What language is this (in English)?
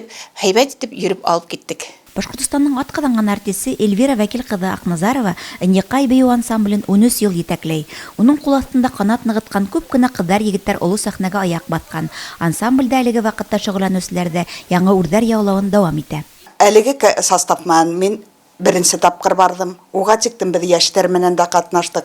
Bashkir